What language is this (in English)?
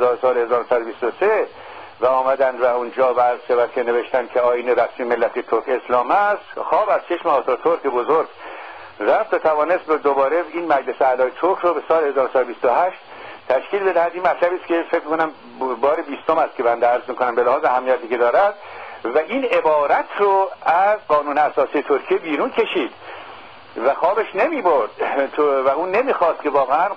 Persian